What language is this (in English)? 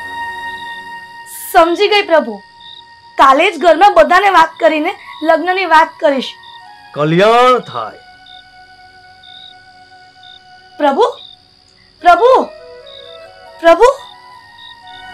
Gujarati